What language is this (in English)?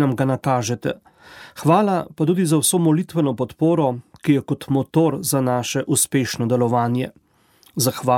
Slovenian